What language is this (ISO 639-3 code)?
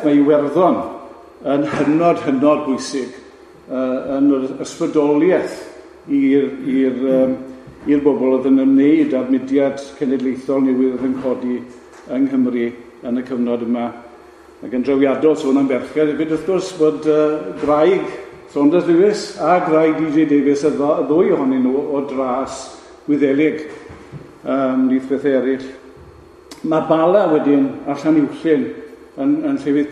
cym